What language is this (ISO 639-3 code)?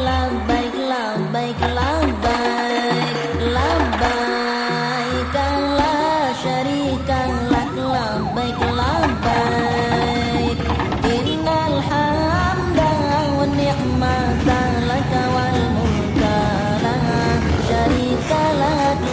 mad